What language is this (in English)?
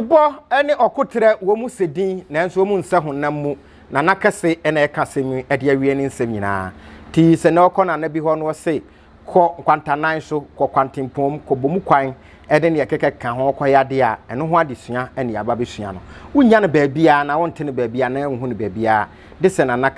Akan